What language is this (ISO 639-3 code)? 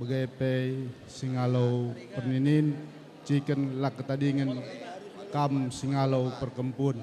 btx